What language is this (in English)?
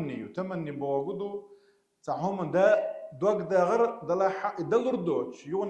Chechen